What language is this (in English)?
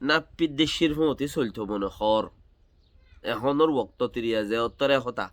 Rohingya